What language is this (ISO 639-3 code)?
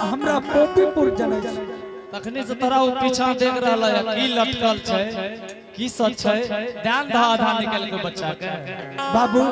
anp